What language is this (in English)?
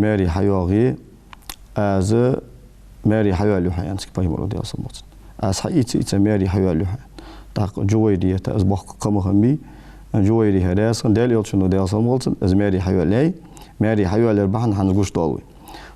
Ingush